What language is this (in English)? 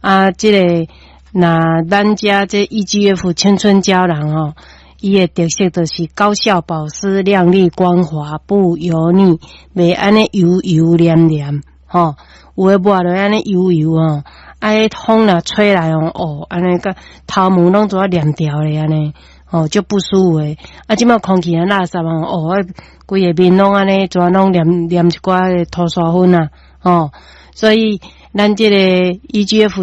Min Nan Chinese